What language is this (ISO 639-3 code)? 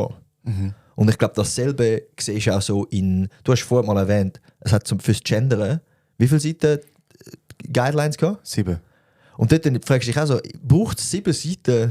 gsw